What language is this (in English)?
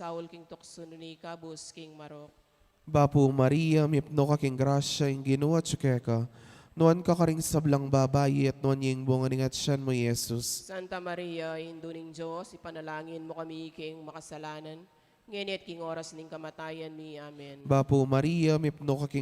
Pampanga